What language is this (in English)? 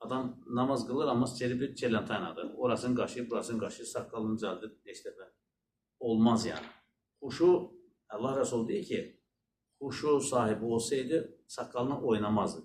Azerbaijani